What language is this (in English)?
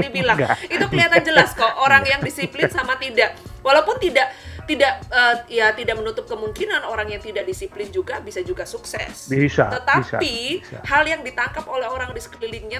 Indonesian